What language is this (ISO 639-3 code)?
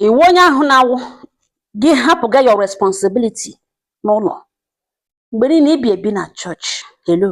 ibo